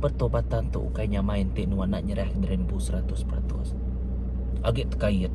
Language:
Iban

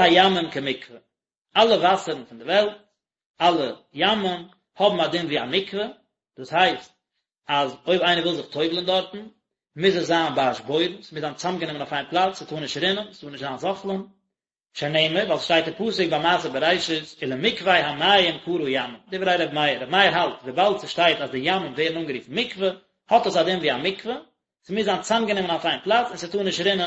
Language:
Yiddish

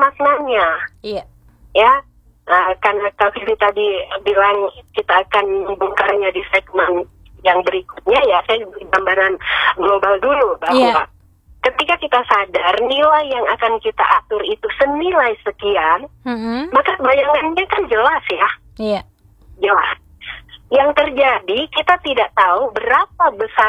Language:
Indonesian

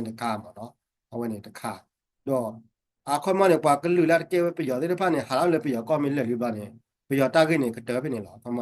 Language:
S'gaw Karen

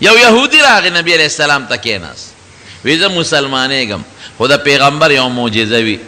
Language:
Pashto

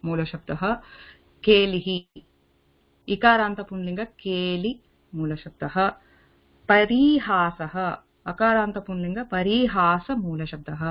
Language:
Sanskrit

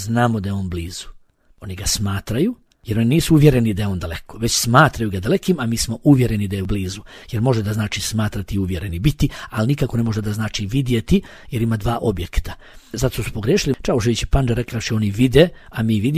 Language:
Bosnian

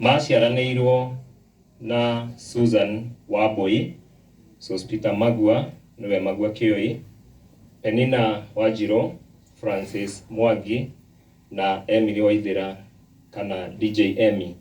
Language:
Kikuyu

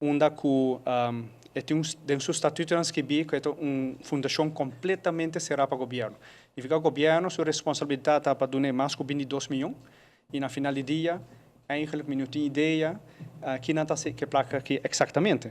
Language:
Papiamento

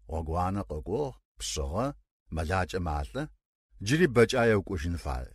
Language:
Kabardian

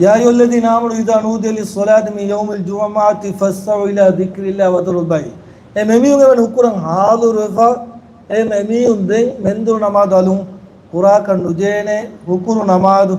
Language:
Divehi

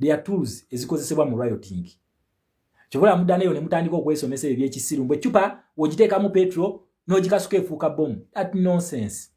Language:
Ganda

